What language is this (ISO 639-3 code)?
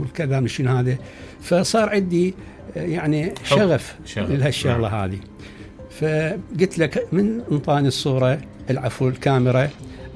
acm